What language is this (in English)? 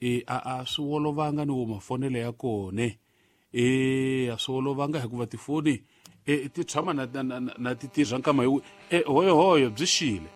Tsonga